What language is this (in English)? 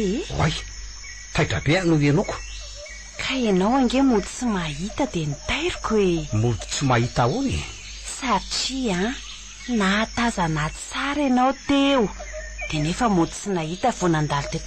Malagasy